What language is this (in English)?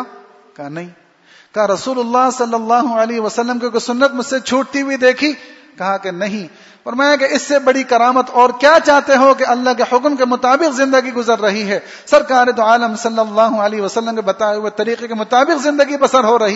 Urdu